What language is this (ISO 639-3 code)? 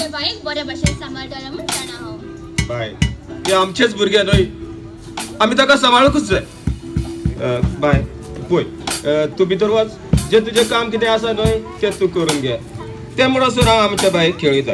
kok